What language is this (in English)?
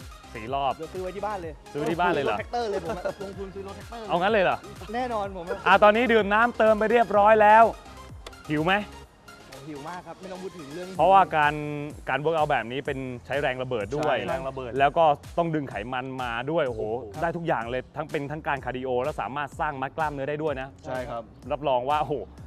Thai